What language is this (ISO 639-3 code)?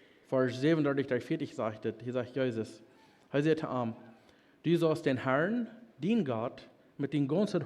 pdt